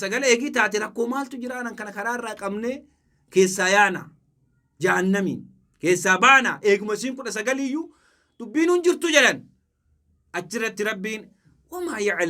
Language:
Oromo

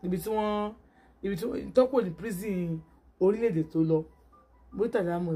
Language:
Yoruba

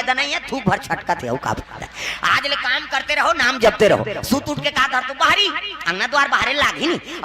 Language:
Chhattisgarhi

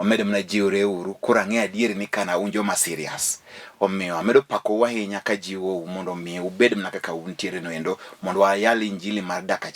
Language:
Luo (Kenya and Tanzania)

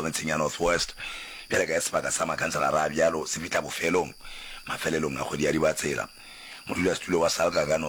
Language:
Northern Sotho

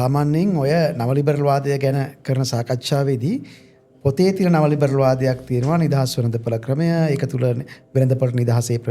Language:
Sinhala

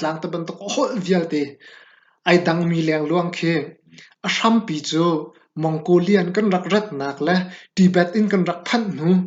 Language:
Hakha Chin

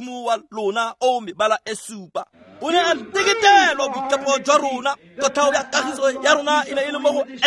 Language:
Tswana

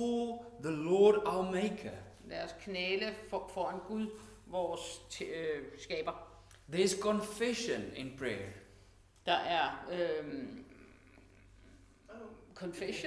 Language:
Danish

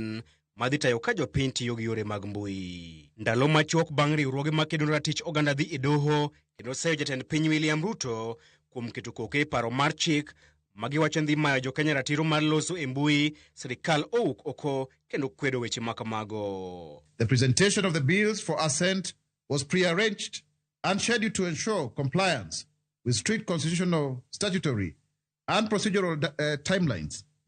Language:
Luo (Kenya and Tanzania)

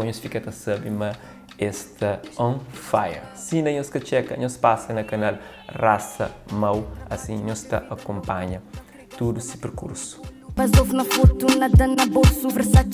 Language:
Kabuverdianu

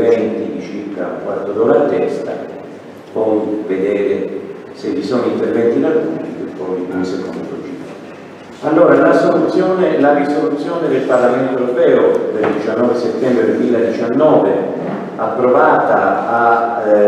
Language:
Italian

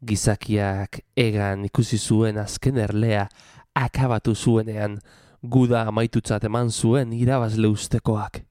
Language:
Basque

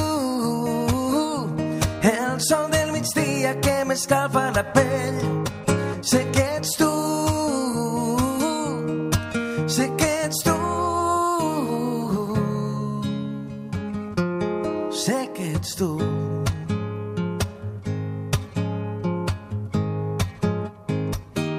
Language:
Catalan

